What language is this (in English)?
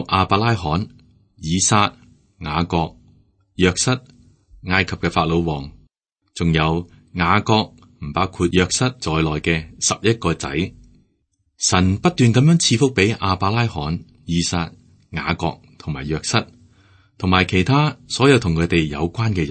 Cantonese